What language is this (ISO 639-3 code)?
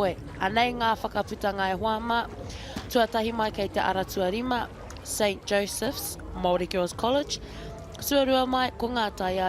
mri